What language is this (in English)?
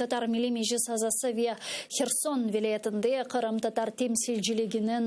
Crimean Tatar